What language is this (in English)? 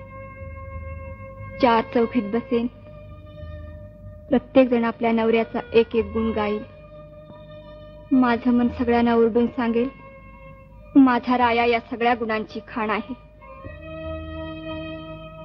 Marathi